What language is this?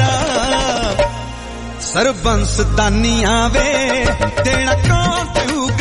Punjabi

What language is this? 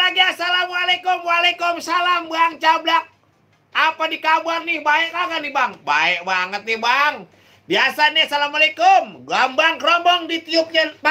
Betawi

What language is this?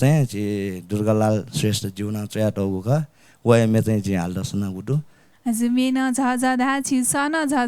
Newari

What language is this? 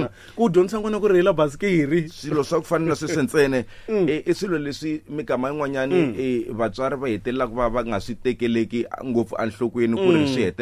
Tsonga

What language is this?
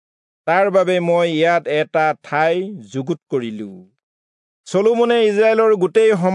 Assamese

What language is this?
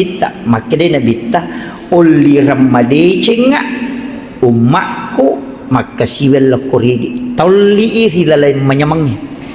Buginese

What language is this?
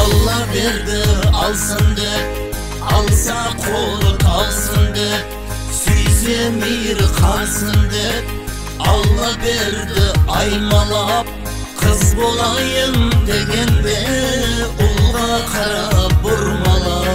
Kara-Kalpak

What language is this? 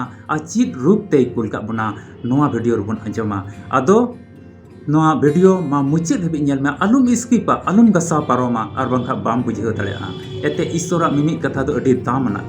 Santali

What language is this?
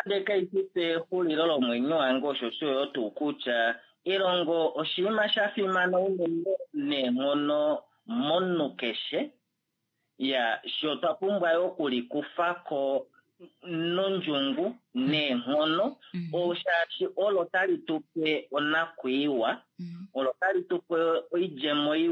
Kuanyama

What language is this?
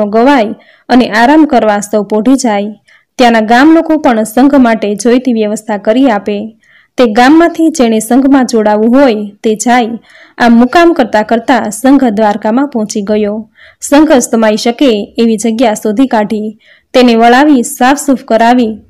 Gujarati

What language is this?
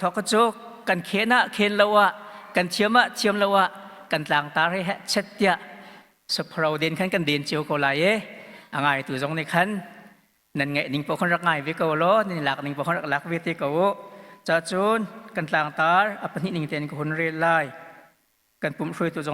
Hakha Chin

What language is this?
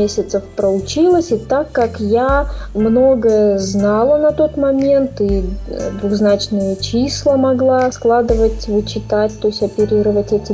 Russian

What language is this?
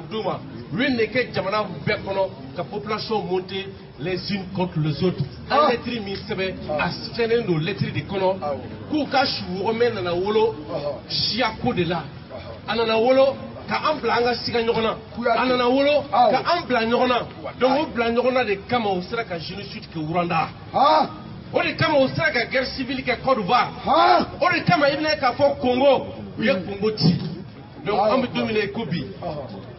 Bambara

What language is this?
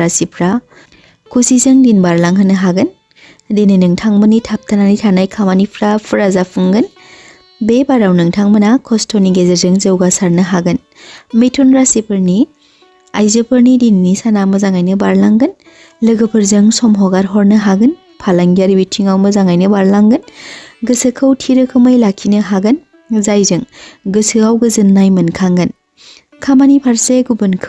Bodo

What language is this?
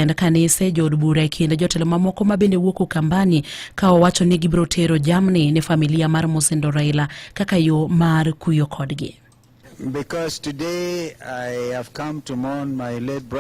Luo (Kenya and Tanzania)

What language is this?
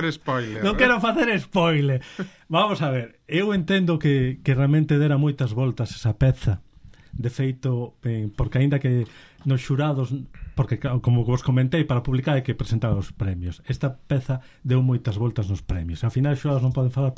Galician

